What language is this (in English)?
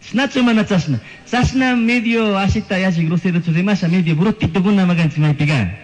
Chimborazo Highland Quichua